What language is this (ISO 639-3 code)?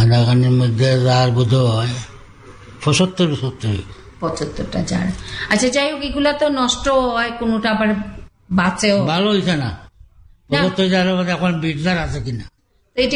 ben